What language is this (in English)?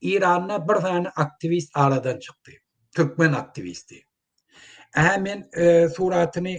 Turkmen